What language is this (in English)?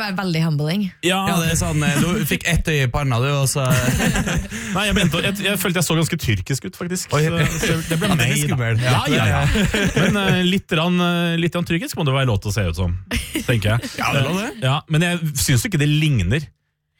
Norwegian